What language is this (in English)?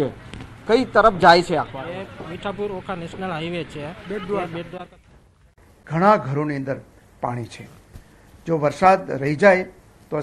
Gujarati